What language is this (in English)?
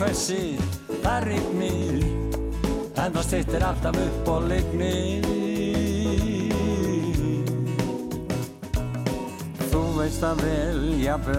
Icelandic